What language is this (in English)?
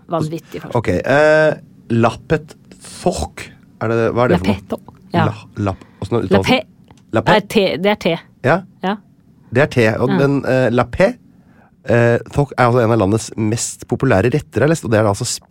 Norwegian